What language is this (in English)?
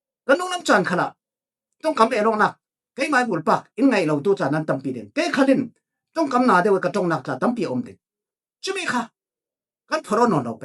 Falam Chin